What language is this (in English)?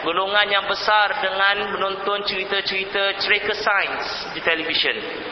Malay